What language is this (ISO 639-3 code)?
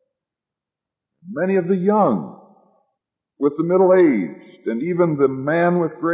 eng